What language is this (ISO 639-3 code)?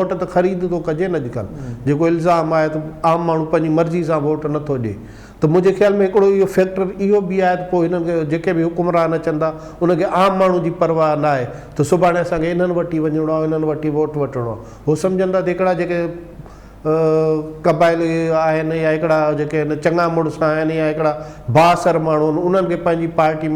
snd